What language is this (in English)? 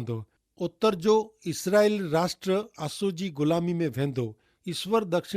Kachhi